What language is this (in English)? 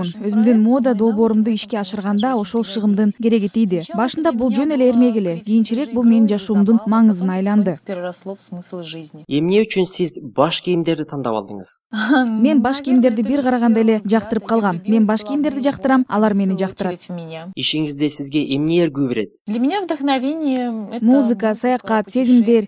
Kyrgyz